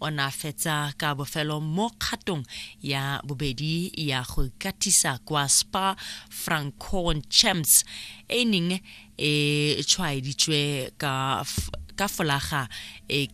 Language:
Tswana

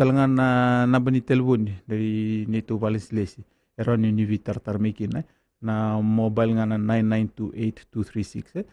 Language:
Fijian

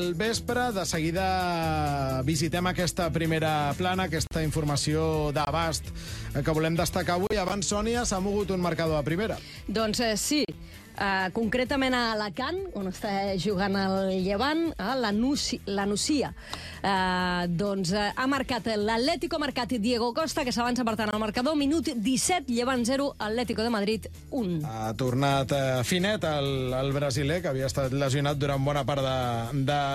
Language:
Catalan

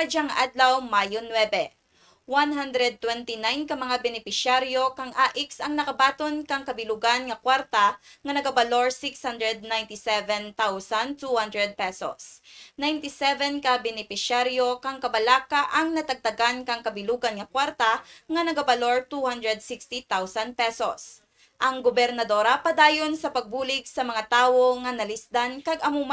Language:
Kinaray-a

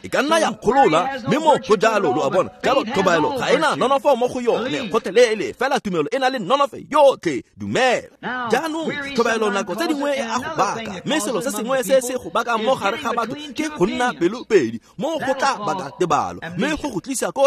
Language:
Tswana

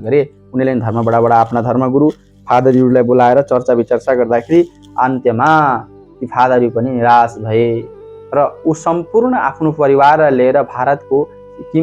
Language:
Nepali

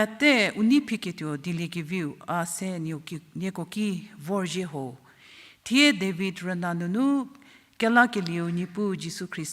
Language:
Angami Naga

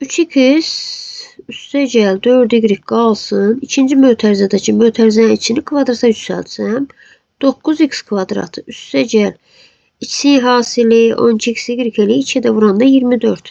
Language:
Azerbaijani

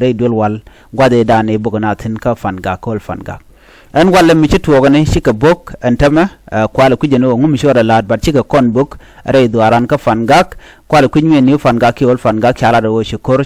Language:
Nuer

